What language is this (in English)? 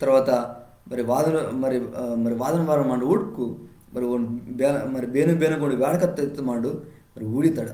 Koya